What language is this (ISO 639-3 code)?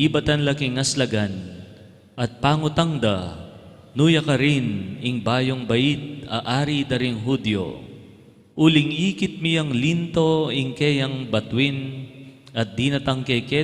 pam